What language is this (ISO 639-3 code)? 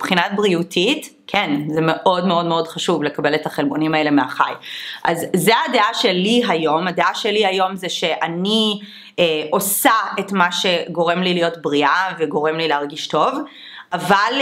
heb